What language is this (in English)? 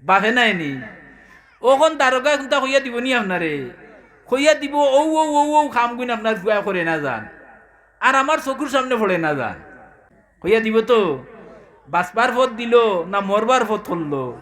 Sylheti